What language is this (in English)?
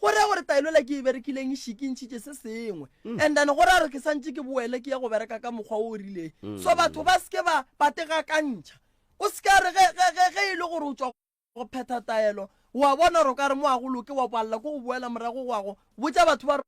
Northern Sotho